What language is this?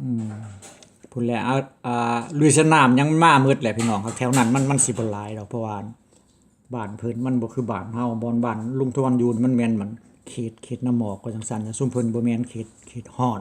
Lao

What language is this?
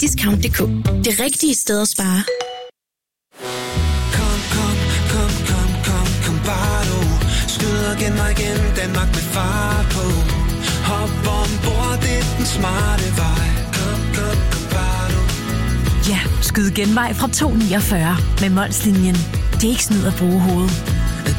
Danish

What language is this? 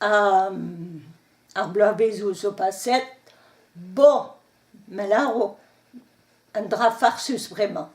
Breton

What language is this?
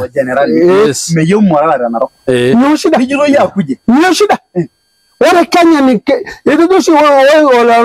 Masai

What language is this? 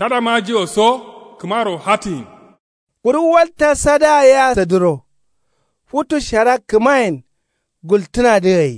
Kanuri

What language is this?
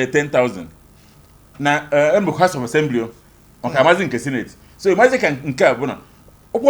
Igbo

